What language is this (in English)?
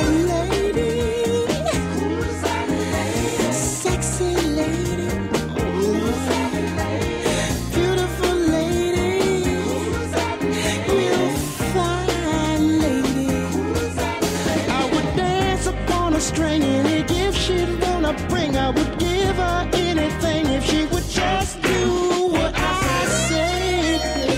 English